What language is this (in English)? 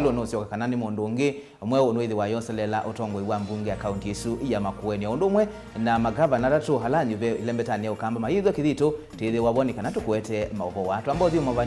Kamba